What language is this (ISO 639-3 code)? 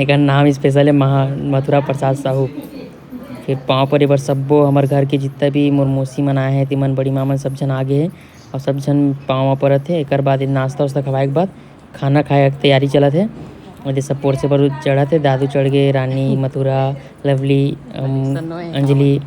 hne